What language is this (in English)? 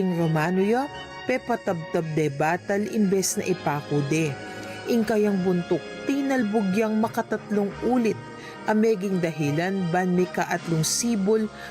Pampanga